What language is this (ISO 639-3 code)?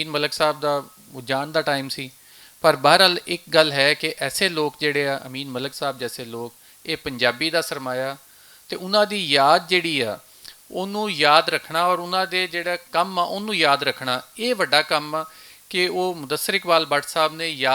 lah